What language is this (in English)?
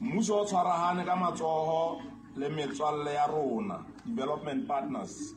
Southern Sotho